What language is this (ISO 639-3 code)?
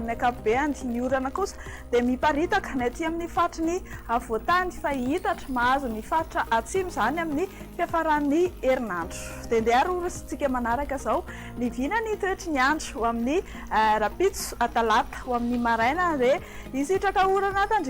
mlg